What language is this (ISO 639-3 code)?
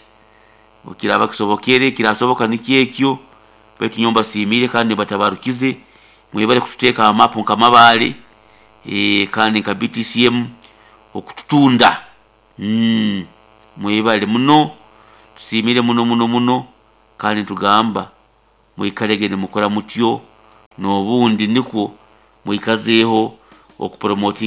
nyo